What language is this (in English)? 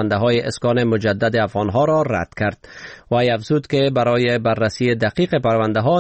Persian